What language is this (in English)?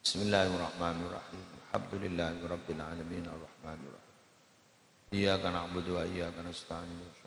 Madurese